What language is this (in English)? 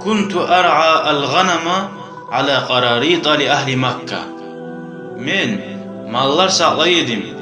Kumyk